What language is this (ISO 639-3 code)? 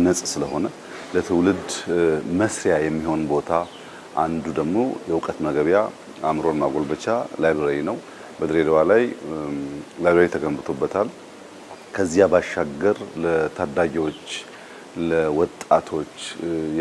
amh